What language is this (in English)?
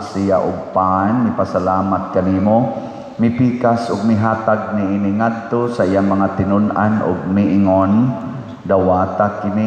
Cebuano